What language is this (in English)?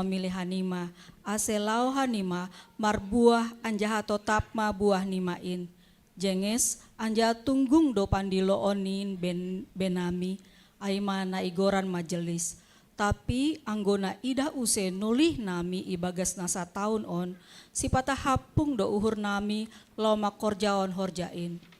Batak Simalungun